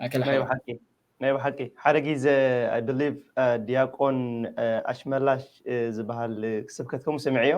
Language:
Tigrinya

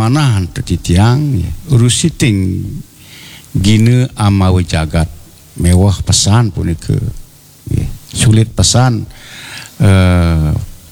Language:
Balinese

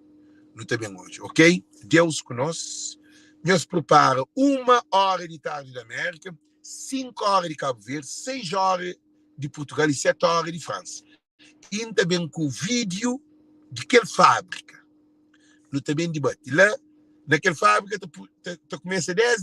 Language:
Kabuverdianu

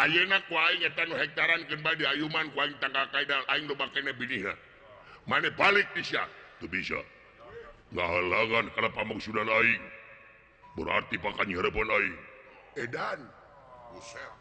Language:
Sundanese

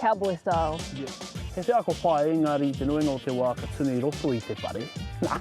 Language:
Māori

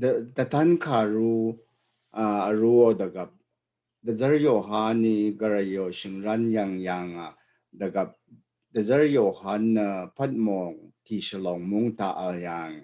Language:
Rawang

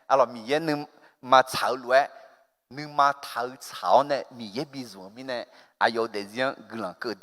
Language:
Akha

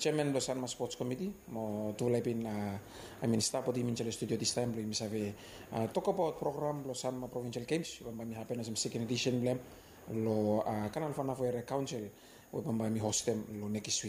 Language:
Bislama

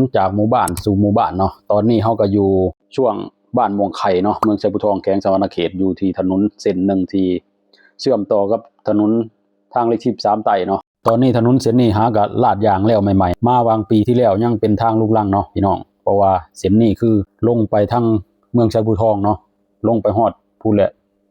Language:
Lao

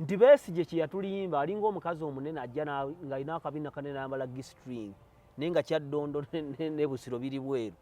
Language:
Ganda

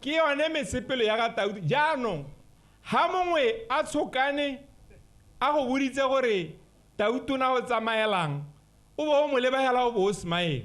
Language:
Tswana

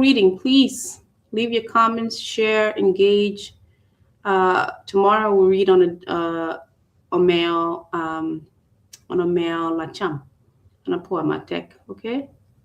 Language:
Acoli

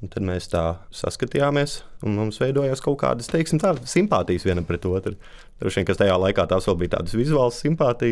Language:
Latvian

